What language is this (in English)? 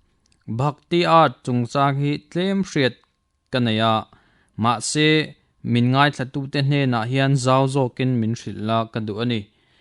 Mizo